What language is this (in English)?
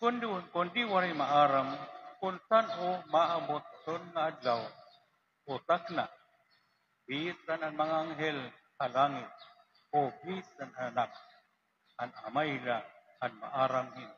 Waray